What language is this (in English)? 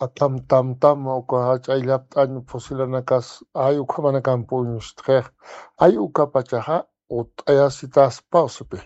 Aymara